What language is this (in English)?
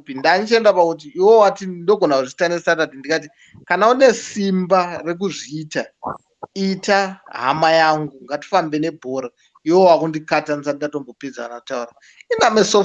Shona